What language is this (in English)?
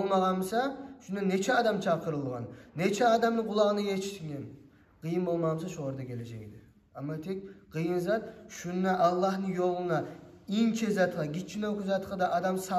Kumyk